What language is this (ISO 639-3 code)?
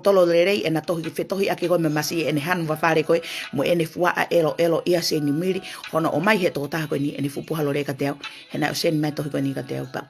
ton